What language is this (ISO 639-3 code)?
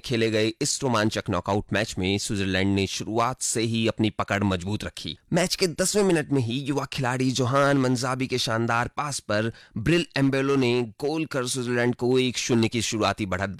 hin